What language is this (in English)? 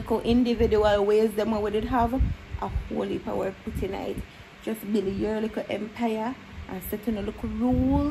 Jamaican Creole English